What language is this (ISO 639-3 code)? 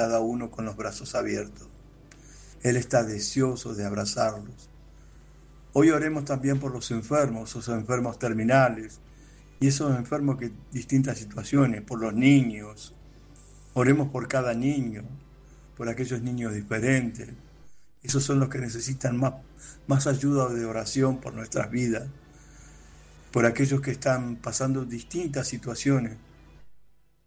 spa